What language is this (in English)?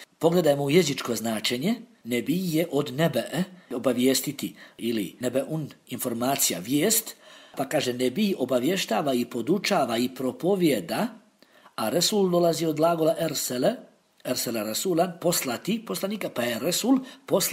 Bosnian